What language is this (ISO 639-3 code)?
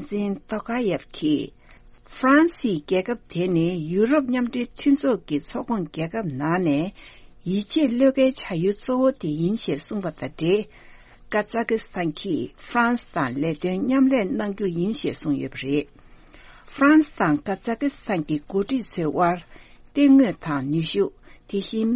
bod